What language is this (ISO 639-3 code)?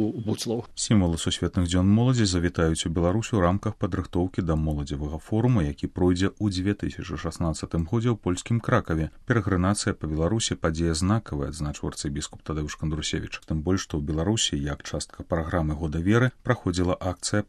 bel